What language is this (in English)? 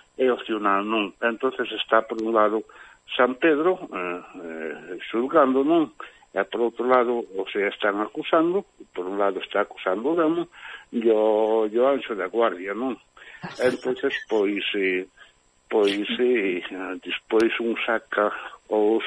Galician